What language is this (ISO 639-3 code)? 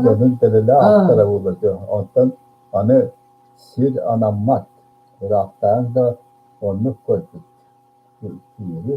sah